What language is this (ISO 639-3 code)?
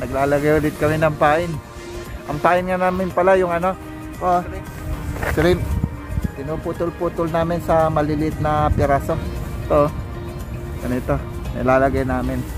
fil